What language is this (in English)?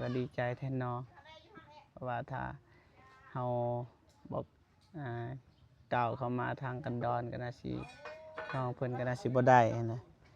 Lao